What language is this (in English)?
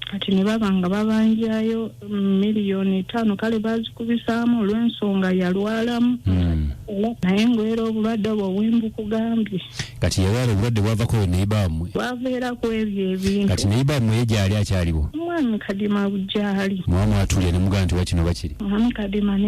Ganda